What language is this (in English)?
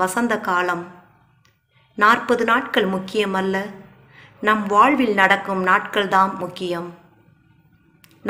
Tamil